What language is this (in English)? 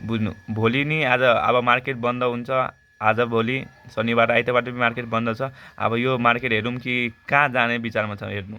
Nepali